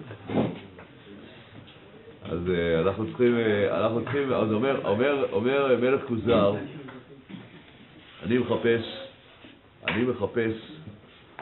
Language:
Hebrew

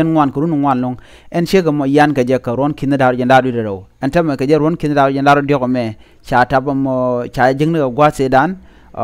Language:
Nuer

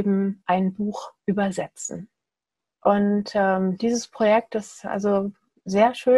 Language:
German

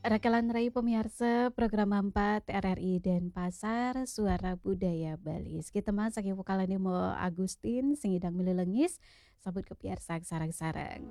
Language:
Balinese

